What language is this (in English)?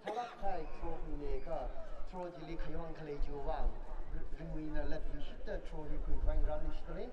Tangkhul Naga (India)